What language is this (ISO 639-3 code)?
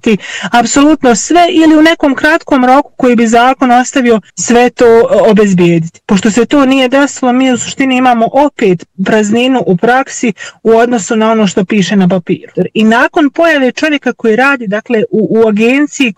bos